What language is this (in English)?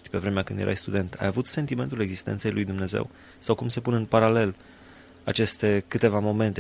Romanian